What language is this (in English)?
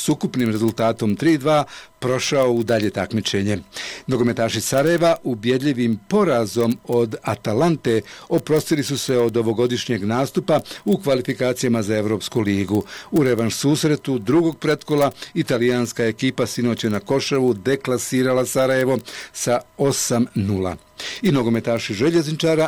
Bosnian